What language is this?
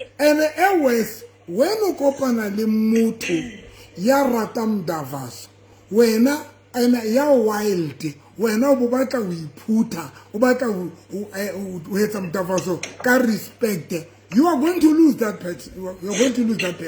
Southern Sotho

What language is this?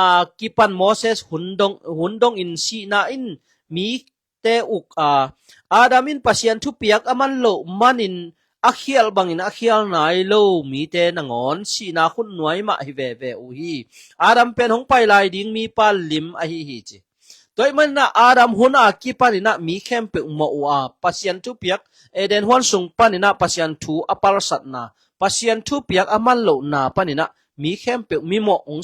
Tedim Chin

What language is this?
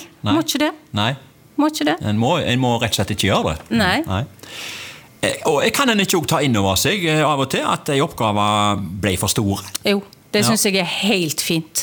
Norwegian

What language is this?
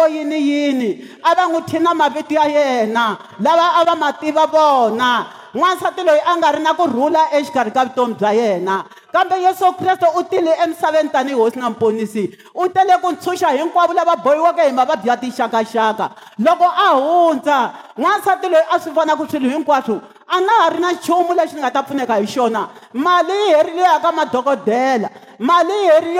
Tsonga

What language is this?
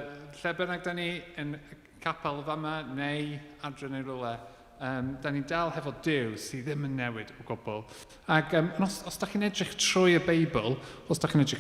Welsh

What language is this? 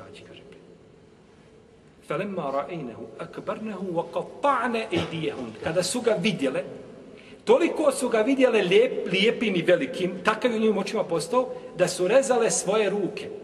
Bosnian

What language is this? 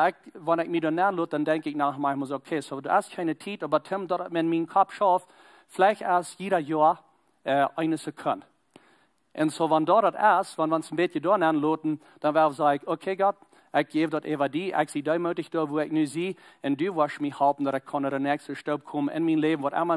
Plautdietsch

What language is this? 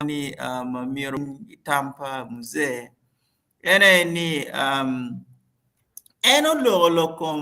Acoli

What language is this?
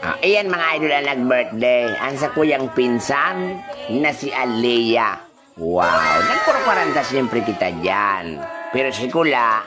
Bikol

